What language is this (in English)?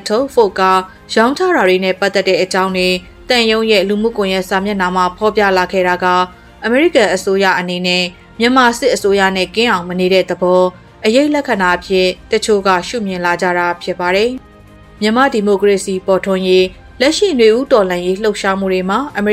Burmese